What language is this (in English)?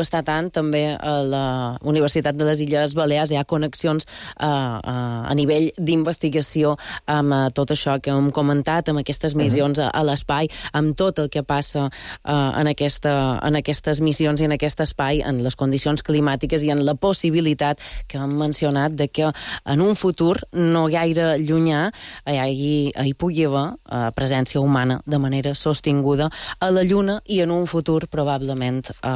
Catalan